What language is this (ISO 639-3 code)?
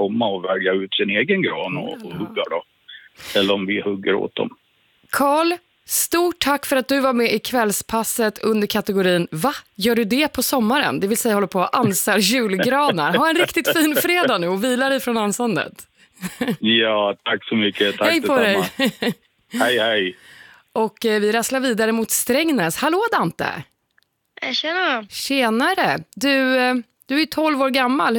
swe